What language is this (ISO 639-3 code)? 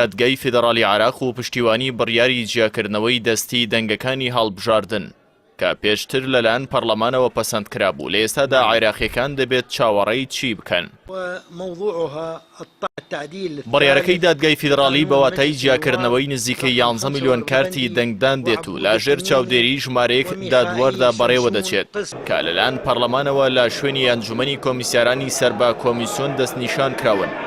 ckb